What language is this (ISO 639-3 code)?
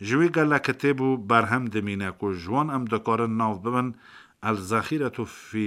kur